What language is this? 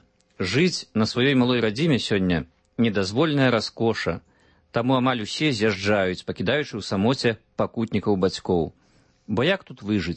Belarusian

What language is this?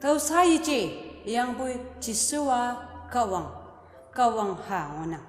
Konyak Naga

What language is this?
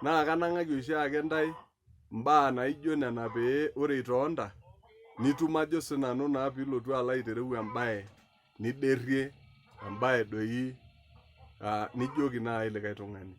Masai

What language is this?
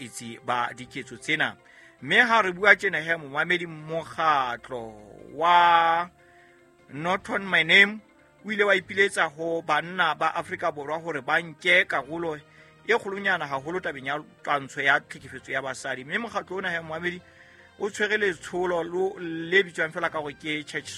Southern Sotho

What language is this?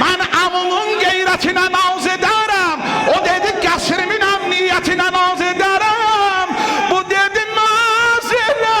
South Azerbaijani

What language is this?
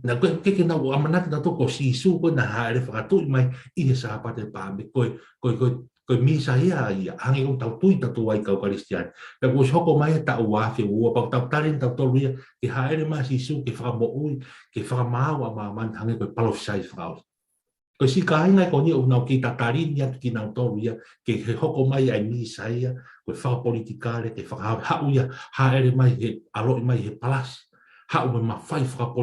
Tongan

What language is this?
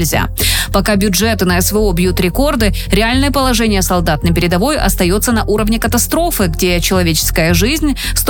Russian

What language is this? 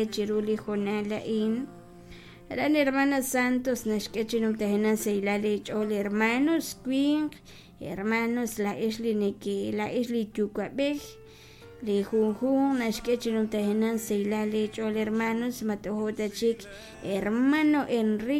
Kekchí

